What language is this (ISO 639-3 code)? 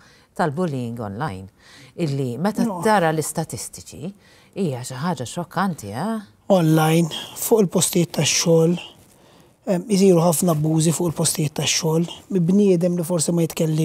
mlt